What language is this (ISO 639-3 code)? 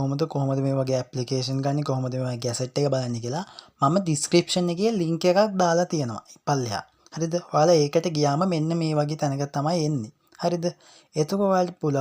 sin